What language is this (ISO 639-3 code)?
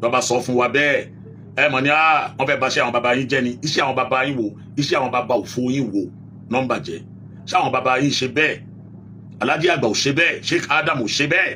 yor